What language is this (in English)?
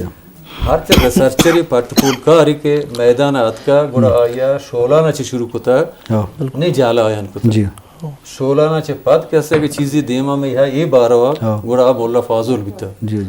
Eastern Balochi